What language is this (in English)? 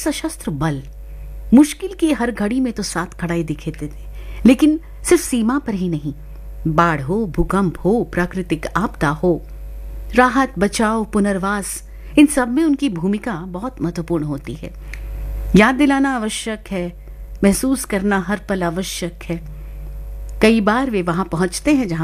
Hindi